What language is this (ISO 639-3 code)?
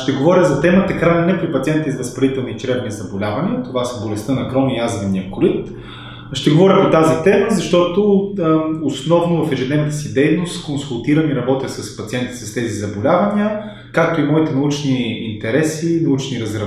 bul